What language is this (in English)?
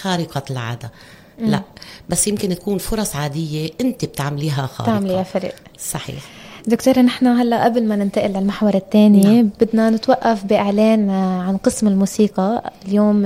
North Levantine Arabic